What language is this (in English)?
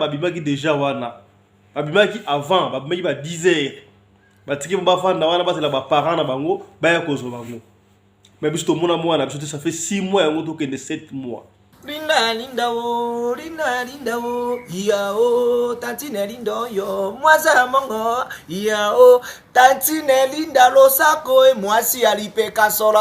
Lingala